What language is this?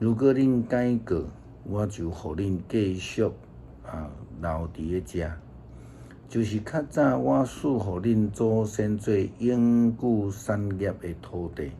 Min Nan Chinese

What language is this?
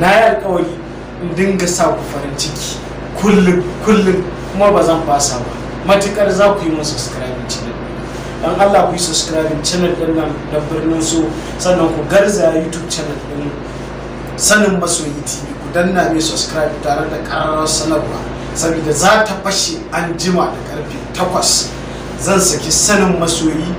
Hausa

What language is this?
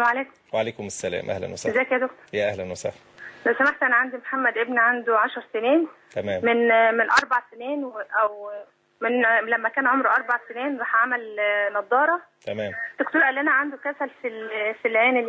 Egyptian Arabic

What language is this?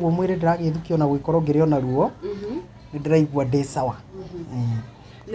Kikuyu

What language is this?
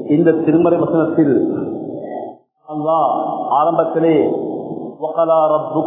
Tamil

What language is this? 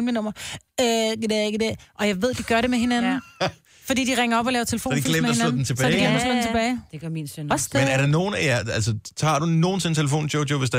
Danish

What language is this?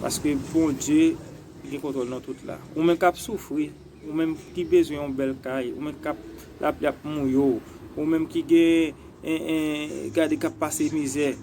Haitian Creole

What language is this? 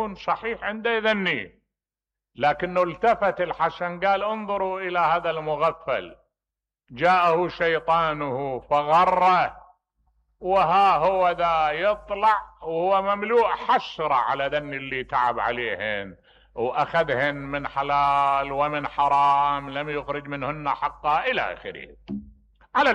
Mesopotamian Arabic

